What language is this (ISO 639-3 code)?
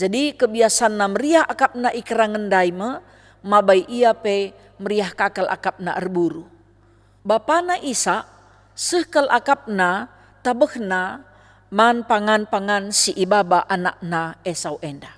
btx